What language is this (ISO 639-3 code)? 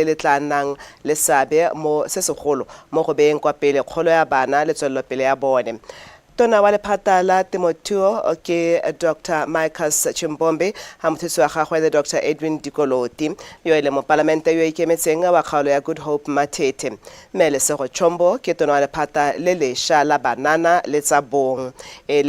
tsn